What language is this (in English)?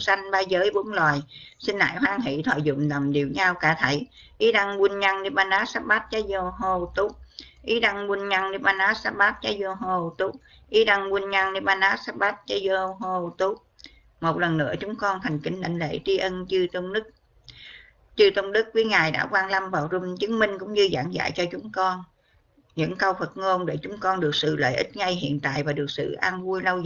Vietnamese